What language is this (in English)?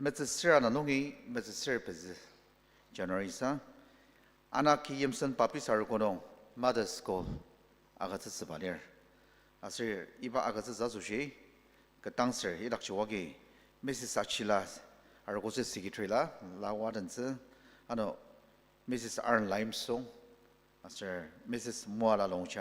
Ao Naga